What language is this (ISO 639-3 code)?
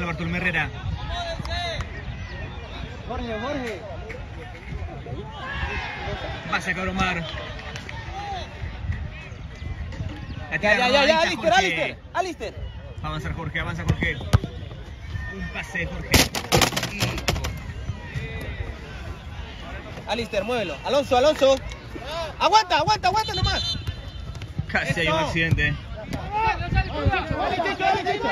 spa